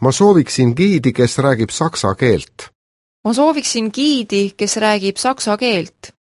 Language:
Estonian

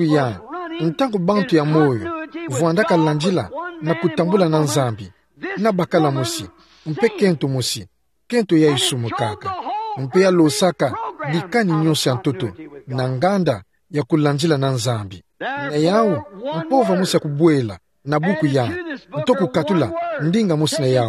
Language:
Kituba (Democratic Republic of Congo)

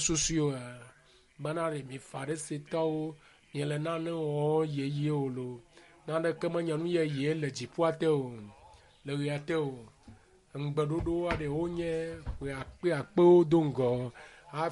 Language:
Ewe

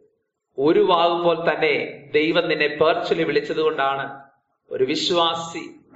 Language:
Malayalam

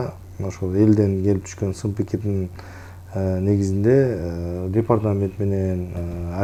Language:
Kyrgyz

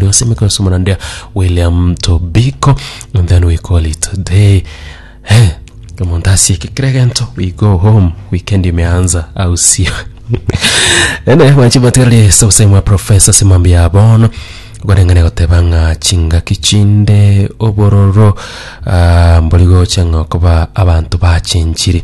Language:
Gusii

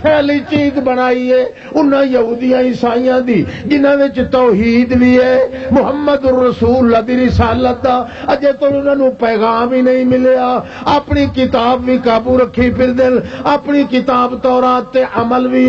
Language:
Western Panjabi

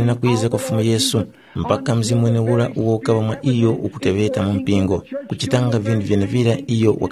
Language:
Tumbuka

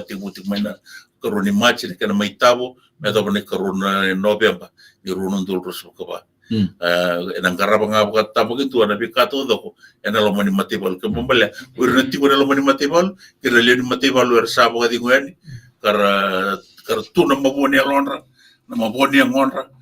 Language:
Fijian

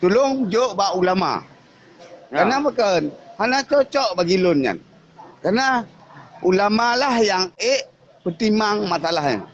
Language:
Achinese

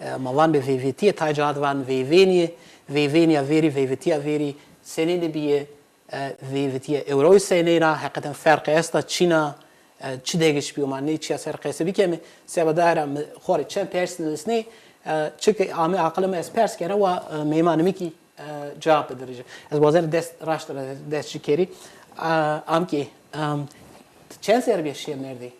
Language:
Zaza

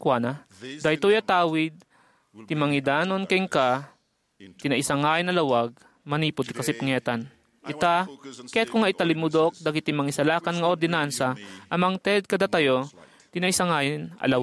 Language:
Iloko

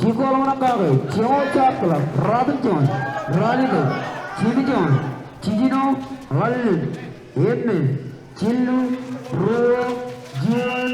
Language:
Marshallese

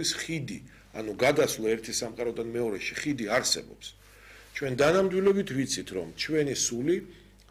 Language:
Georgian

